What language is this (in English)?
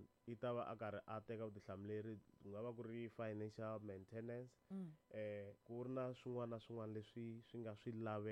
Tsonga